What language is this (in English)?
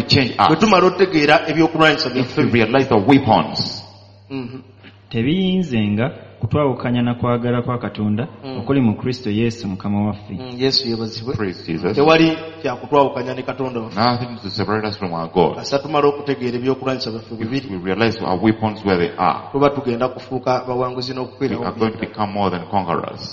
Ganda